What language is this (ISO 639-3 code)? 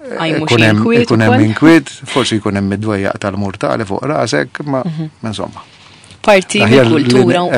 mlt